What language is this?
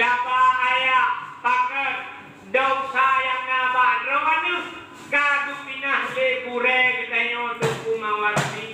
Achinese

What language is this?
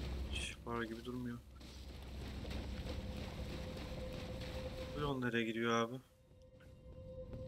Turkish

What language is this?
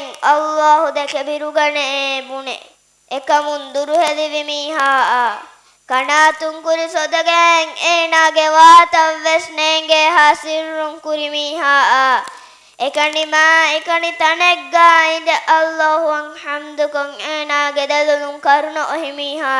Divehi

